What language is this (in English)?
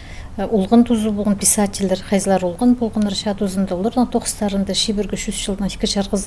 Khakas